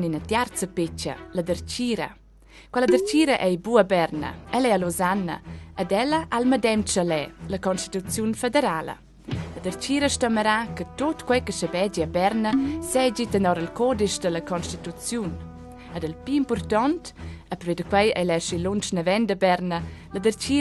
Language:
Romansh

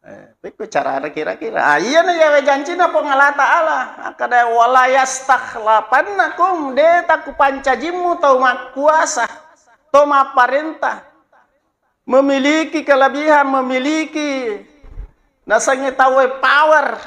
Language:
Buginese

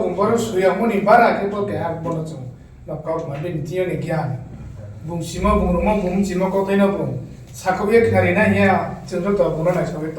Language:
Riang (India)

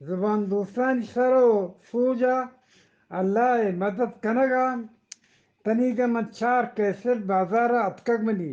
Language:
Eastern Balochi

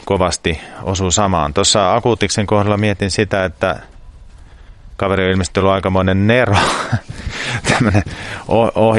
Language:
Finnish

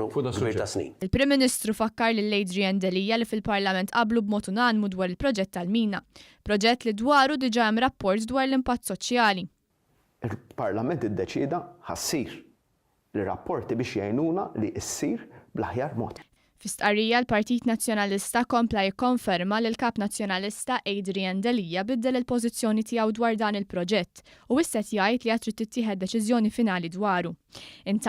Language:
Maltese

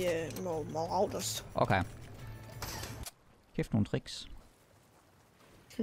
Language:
Danish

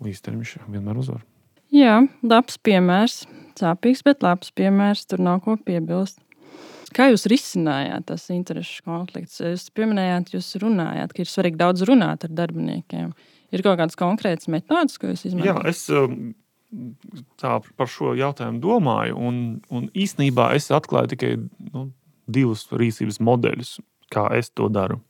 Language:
Latvian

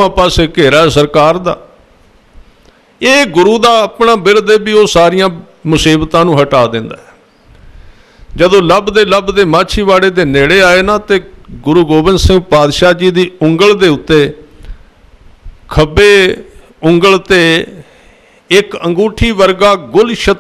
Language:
Punjabi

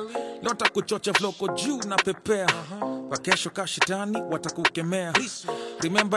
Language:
Swahili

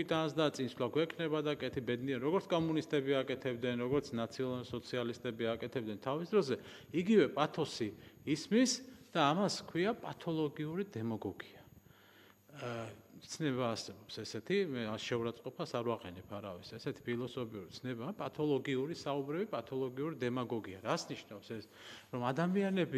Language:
Georgian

